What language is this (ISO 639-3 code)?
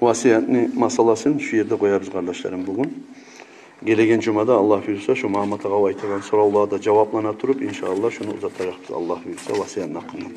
kum